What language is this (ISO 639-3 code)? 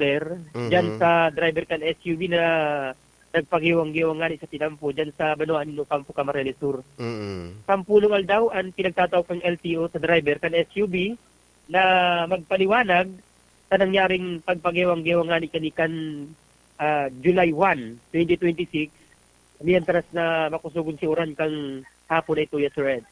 bik